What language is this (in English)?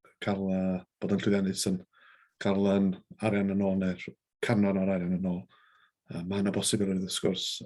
Welsh